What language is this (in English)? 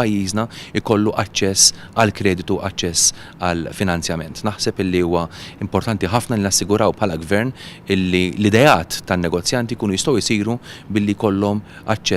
Maltese